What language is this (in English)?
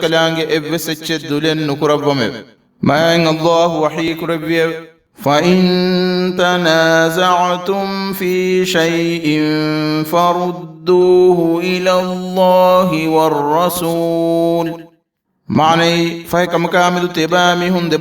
Divehi